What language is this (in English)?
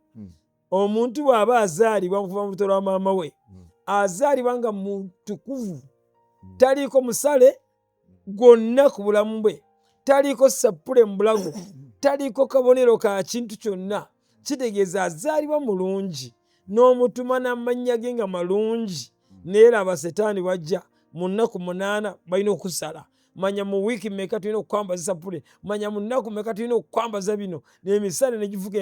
Ganda